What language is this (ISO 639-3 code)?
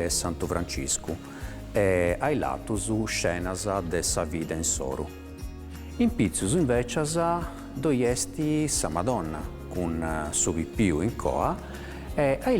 srd